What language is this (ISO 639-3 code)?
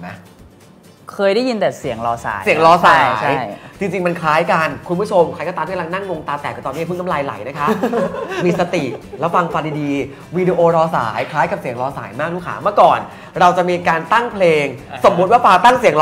tha